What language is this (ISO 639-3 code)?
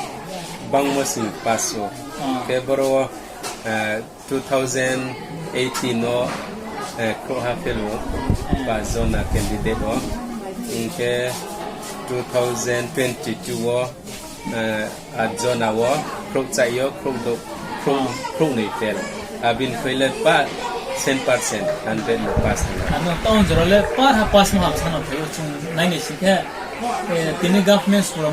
ria